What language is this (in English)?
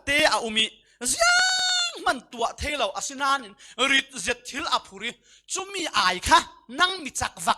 Falam Chin